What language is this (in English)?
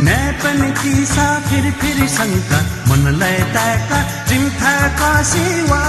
Newari